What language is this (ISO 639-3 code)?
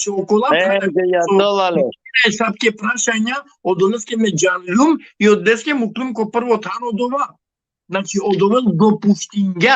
rmn